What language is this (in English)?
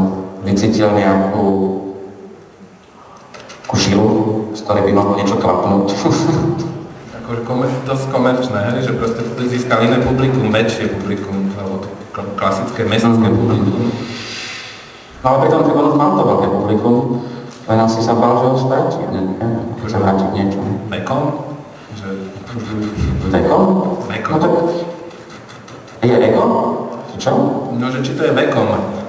Slovak